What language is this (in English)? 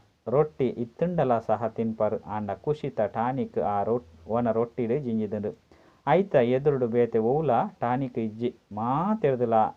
Tulu